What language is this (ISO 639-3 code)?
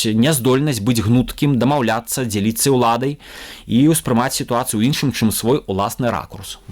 bel